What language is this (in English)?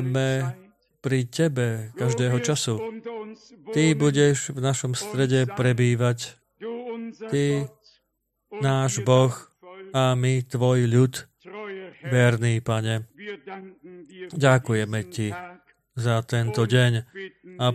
Slovak